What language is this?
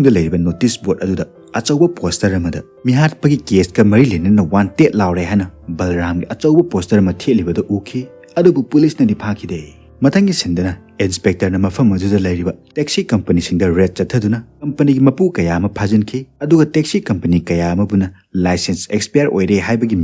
Manipuri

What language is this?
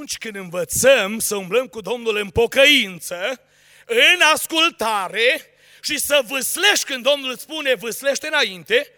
Romanian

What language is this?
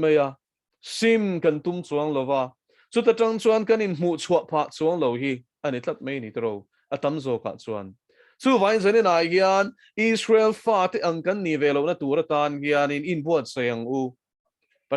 Mizo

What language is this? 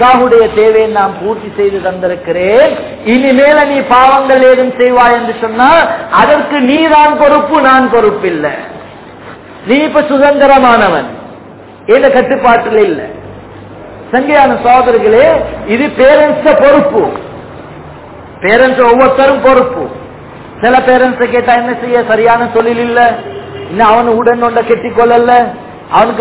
Tamil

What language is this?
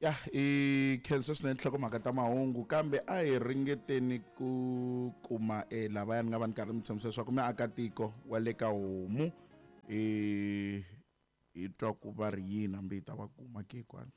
Tsonga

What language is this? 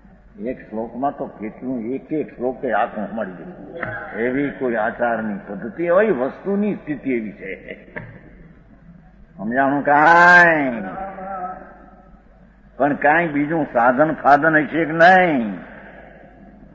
Gujarati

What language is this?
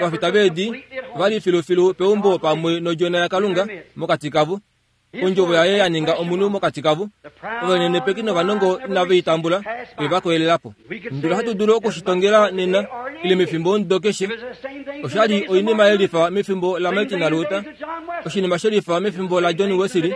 Kuanyama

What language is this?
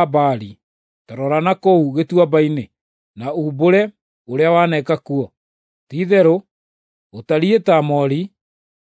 Kikuyu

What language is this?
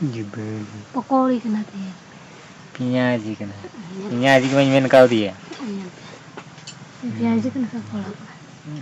Santali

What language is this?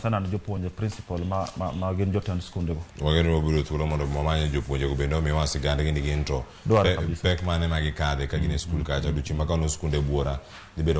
Luo (Kenya and Tanzania)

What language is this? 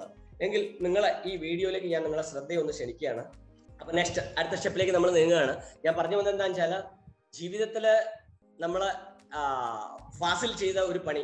Malayalam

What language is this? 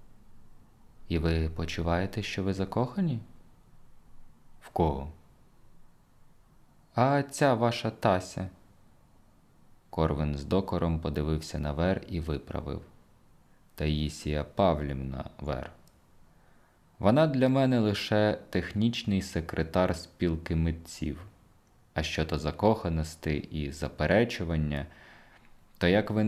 Ukrainian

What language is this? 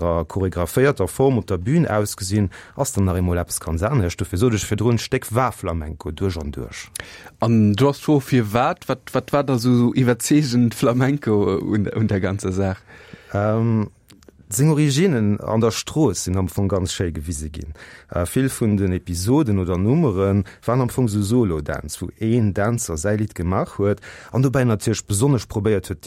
Luxembourgish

